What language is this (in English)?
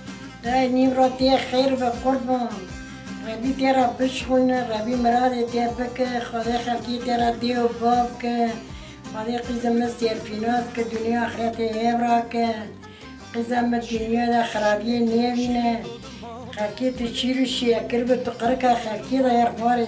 Kurdish